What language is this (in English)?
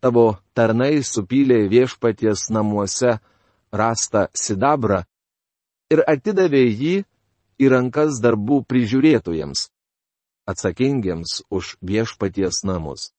Lithuanian